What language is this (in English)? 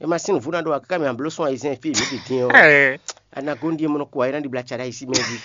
Fon